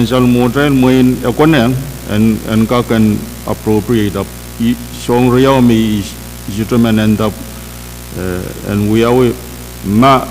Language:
Pohnpeian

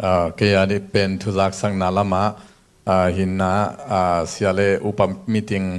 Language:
Tedim Chin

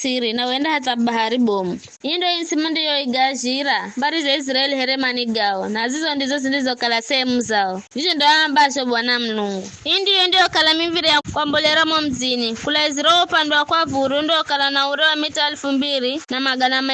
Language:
Giryama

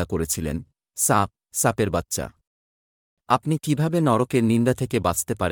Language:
Bangla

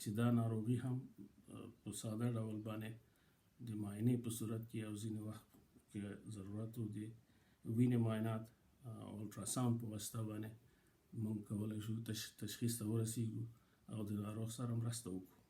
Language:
Pashto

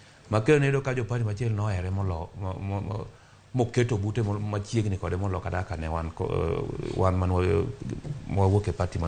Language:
Luo (Kenya and Tanzania)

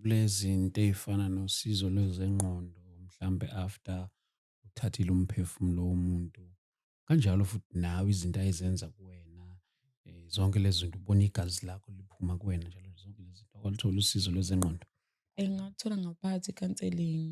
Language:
Zulu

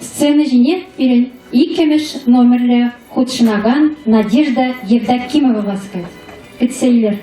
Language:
Chuvash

